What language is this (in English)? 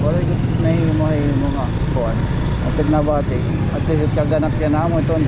Waray